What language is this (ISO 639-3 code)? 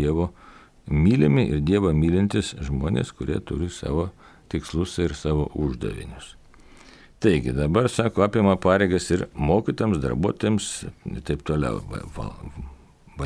lit